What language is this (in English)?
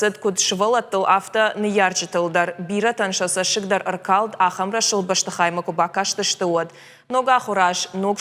Ossetic